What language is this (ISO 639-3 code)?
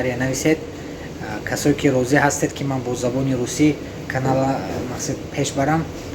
tgk